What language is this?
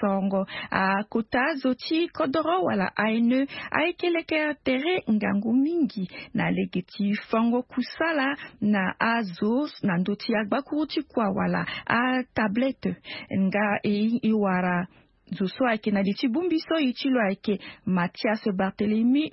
Sango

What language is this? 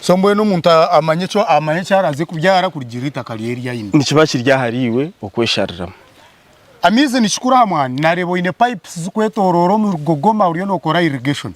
Nyankole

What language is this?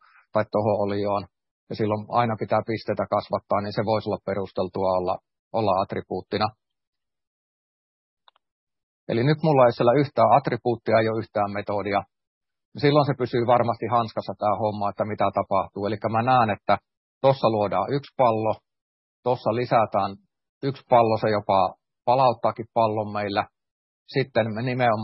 Finnish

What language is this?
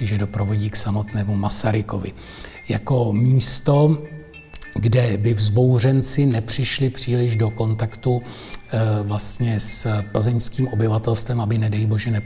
Czech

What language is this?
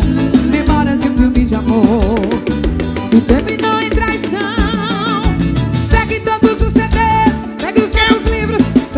Portuguese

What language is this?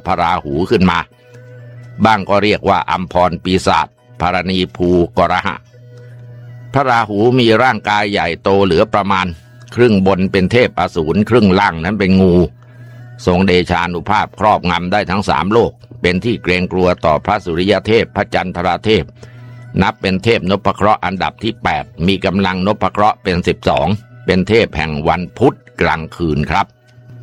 Thai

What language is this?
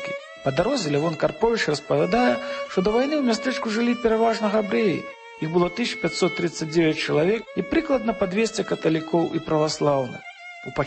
Belarusian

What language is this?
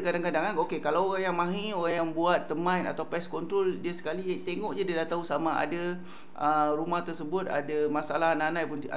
Malay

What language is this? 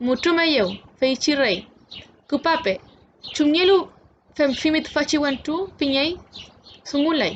Mapuche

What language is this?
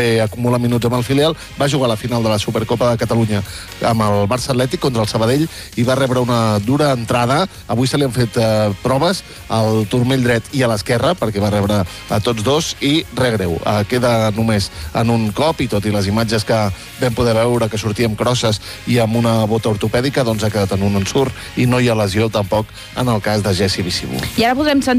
Catalan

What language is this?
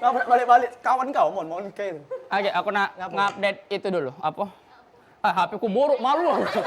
Musi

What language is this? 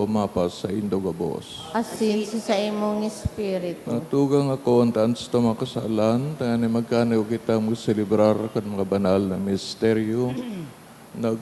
Bikol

